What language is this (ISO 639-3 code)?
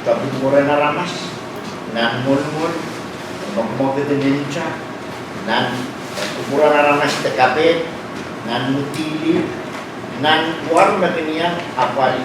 pon